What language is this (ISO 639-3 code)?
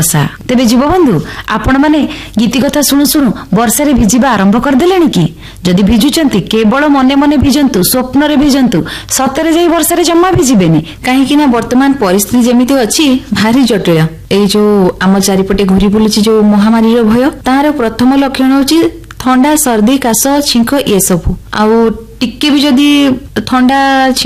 ori